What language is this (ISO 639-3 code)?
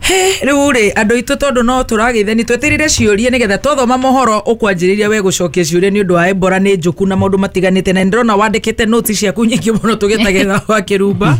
kik